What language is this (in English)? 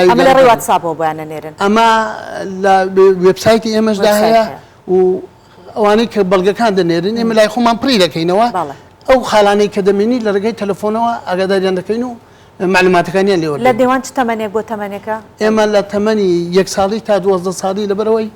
Central Kurdish